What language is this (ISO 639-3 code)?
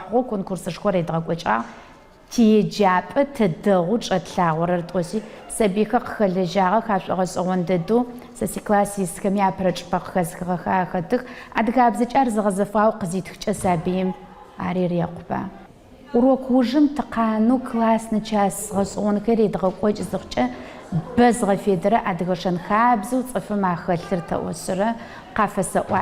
ady